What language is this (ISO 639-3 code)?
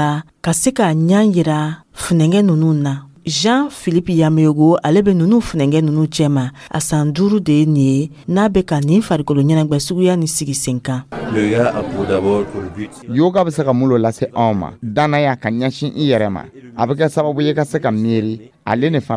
dyu